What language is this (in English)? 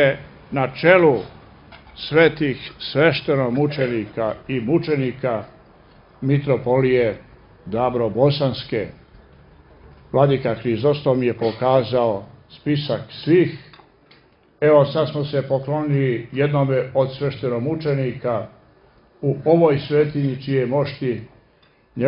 Serbian